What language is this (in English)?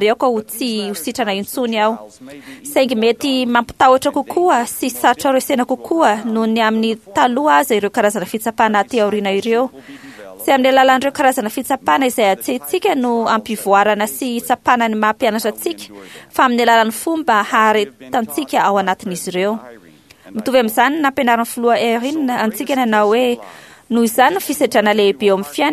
Malagasy